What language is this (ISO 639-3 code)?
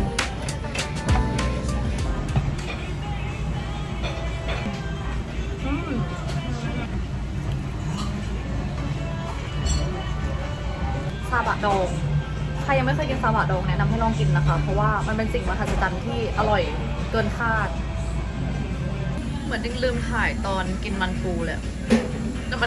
tha